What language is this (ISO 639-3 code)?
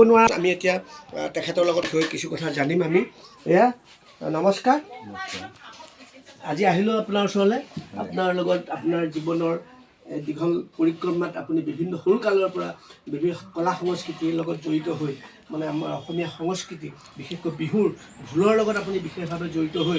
asm